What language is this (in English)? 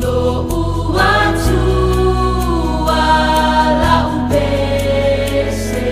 Samoan